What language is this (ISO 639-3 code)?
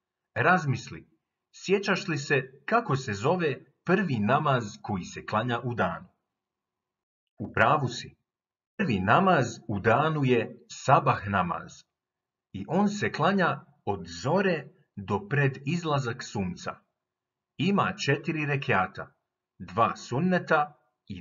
bos